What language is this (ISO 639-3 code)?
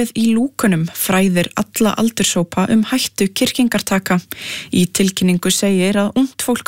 isl